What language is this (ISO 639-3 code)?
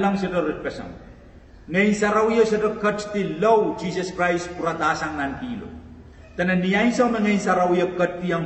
pon